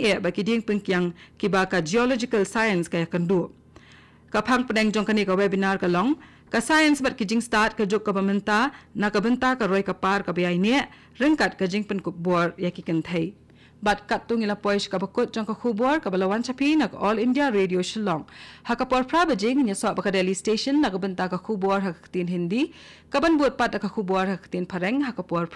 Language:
Khasi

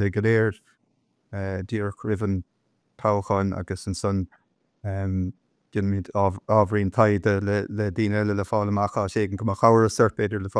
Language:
Irish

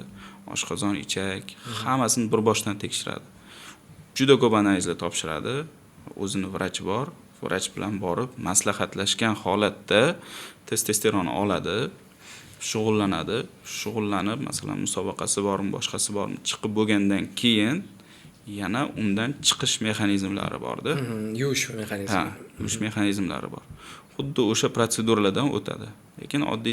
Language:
Uzbek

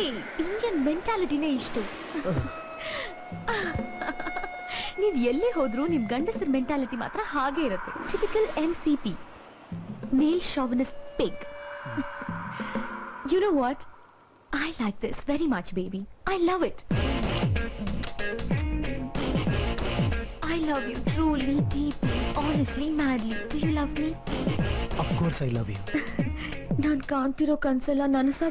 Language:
Kannada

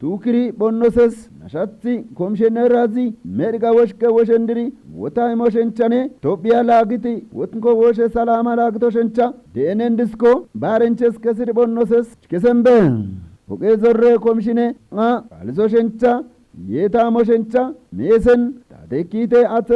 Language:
Kafa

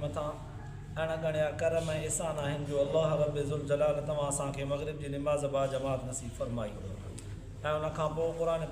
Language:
Sindhi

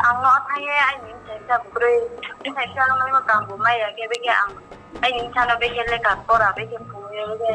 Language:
Riang (India)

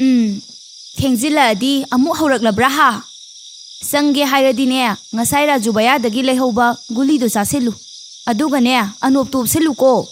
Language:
Manipuri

